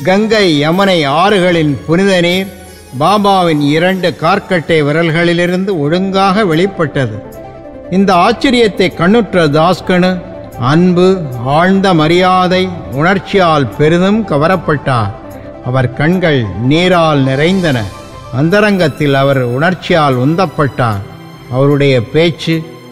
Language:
Tamil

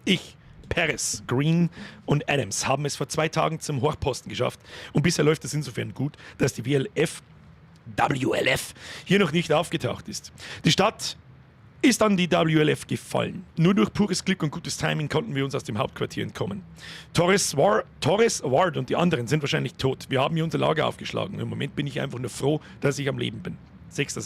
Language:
Bavarian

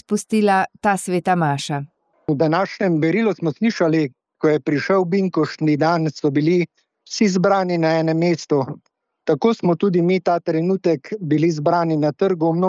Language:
Slovenian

